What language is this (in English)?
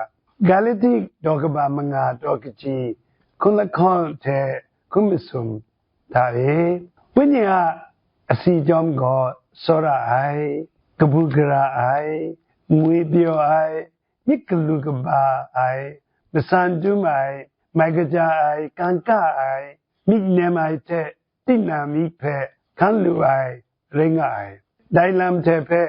Kachin